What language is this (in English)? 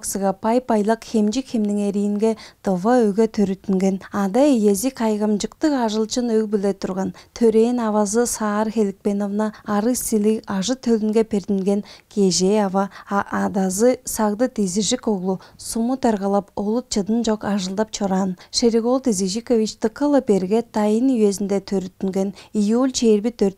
Tuvinian